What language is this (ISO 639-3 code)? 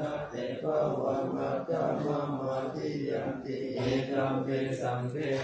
pli